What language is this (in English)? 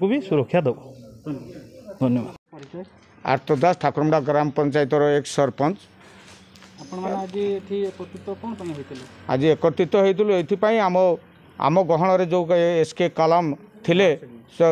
Odia